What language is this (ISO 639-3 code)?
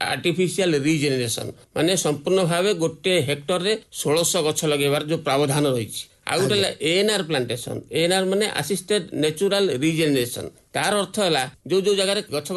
ori